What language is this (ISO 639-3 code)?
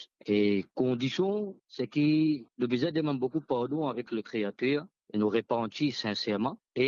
mfe